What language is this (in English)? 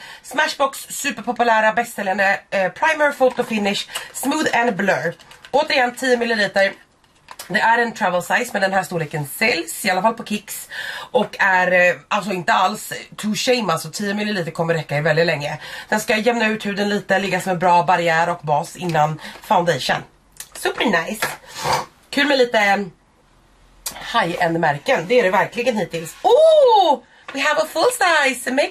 Swedish